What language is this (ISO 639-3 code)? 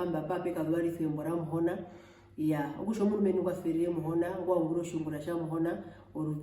her